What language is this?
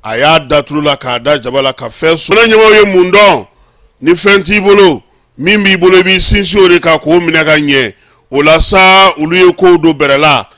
Bambara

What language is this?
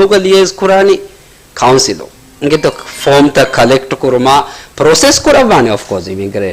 Divehi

